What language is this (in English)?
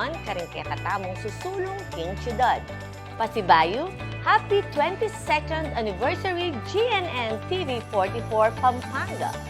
Pampanga